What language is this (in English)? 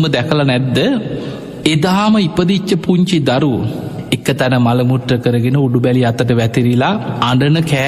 Sinhala